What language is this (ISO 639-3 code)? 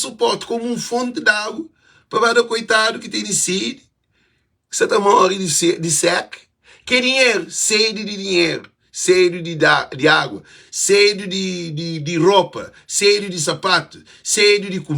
kea